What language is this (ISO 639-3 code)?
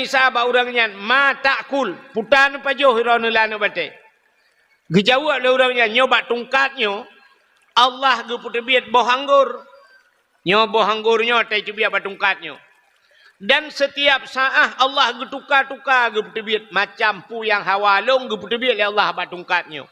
ace